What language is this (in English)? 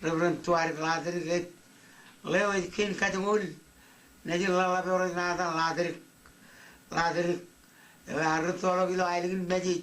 Marshallese